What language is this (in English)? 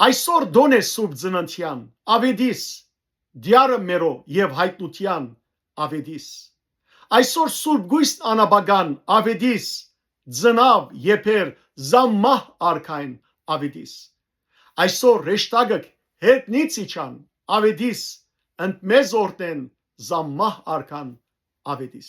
Western Armenian